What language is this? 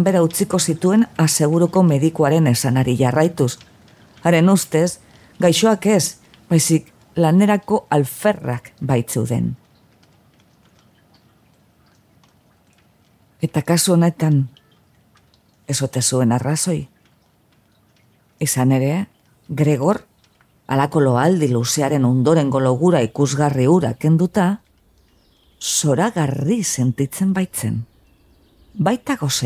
Basque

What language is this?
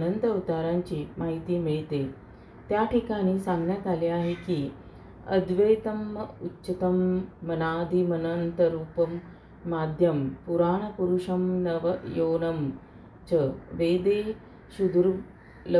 Marathi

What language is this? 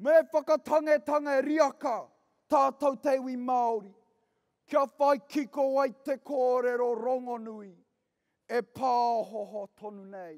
Māori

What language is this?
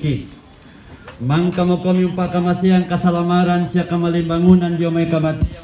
Toraja-Sa'dan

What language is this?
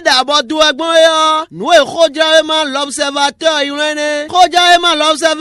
Fon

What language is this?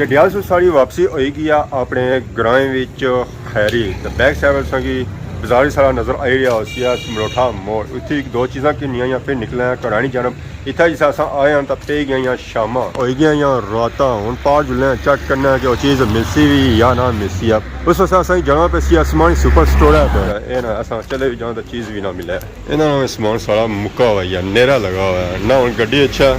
Pahari-Potwari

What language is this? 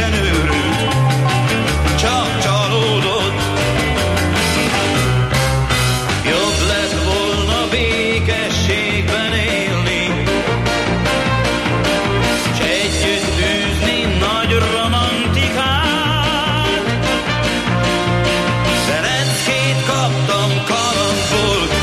Hungarian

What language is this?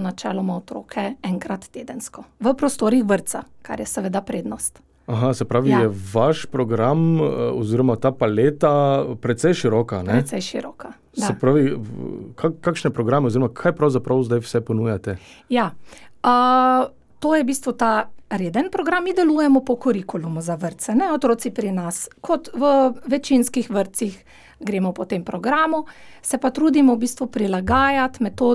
Slovenian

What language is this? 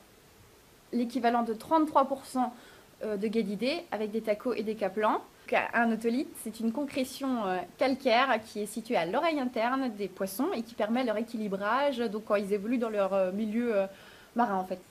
French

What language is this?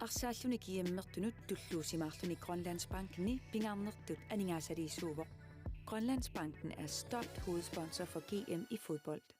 Kalaallisut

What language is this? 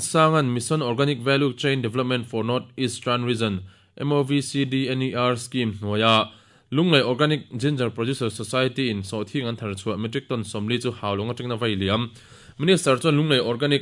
Mizo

